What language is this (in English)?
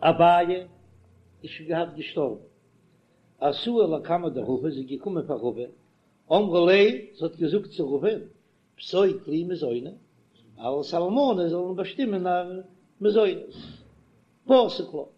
Yiddish